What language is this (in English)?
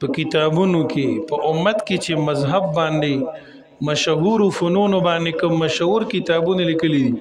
Pashto